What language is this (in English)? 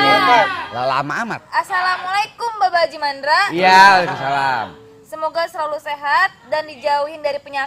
Betawi